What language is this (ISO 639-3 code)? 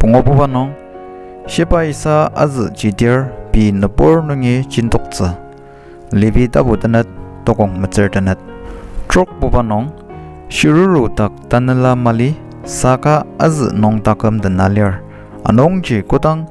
njo